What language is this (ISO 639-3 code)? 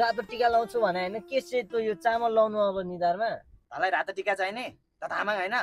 nep